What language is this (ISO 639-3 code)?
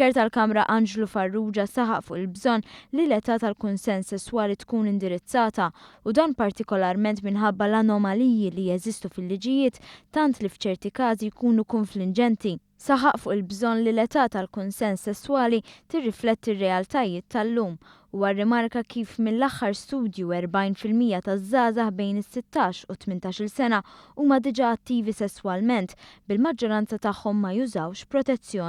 mlt